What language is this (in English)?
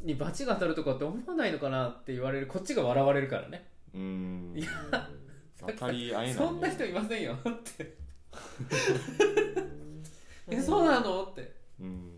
Japanese